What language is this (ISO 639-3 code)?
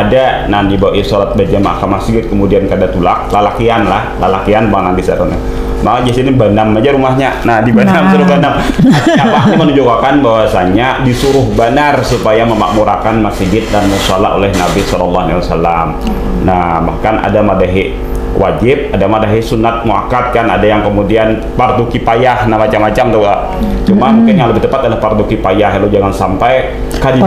bjn